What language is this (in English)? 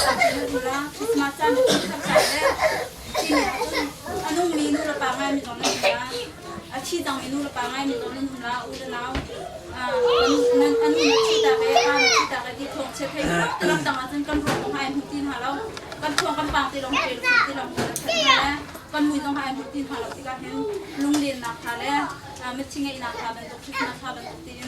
Hakha Chin